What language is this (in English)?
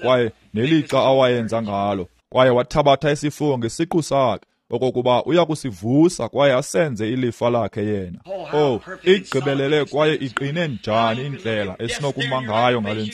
Xhosa